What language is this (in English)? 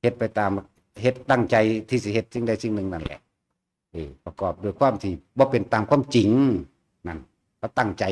Northeastern Thai